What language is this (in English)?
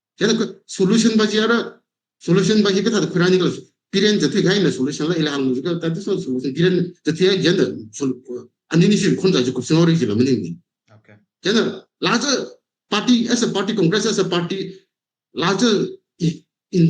Tangkhul Naga (India)